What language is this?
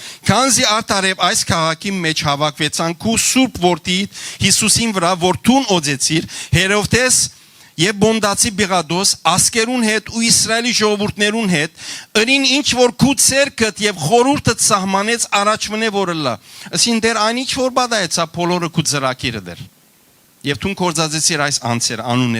Western Armenian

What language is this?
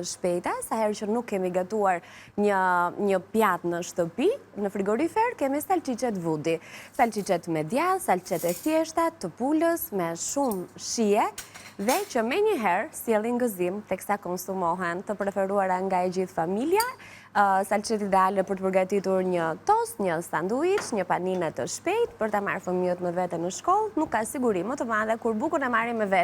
Albanian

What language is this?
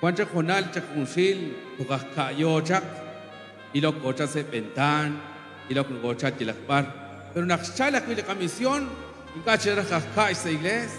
Kekchí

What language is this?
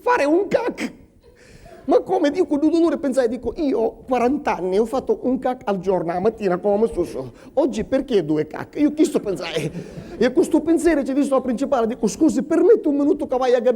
Sicilian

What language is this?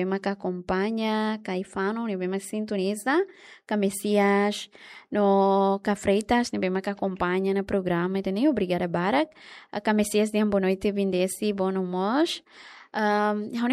Tetum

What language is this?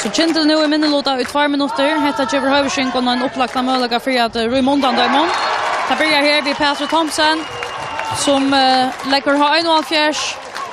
Faroese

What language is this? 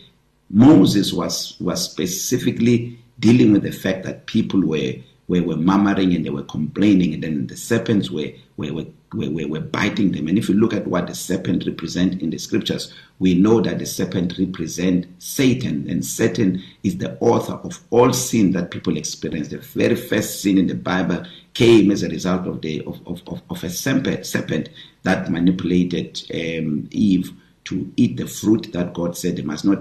English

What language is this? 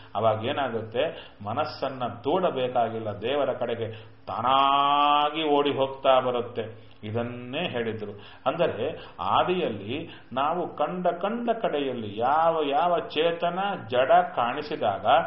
Kannada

